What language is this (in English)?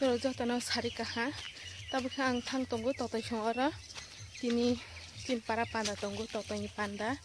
Kok Borok